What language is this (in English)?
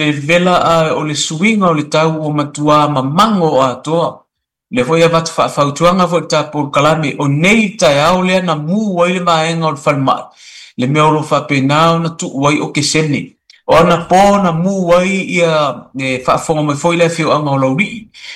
Samoan